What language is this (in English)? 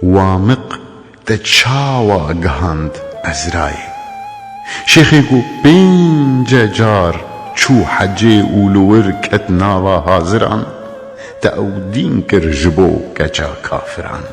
Kurdish